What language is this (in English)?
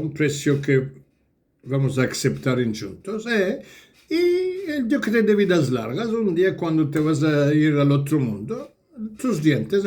Ladino